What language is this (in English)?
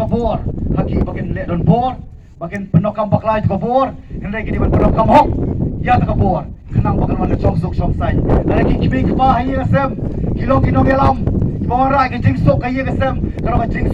Khasi